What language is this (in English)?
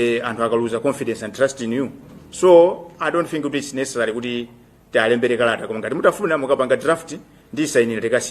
Nyanja